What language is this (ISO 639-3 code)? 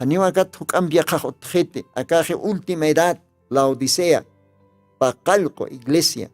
aym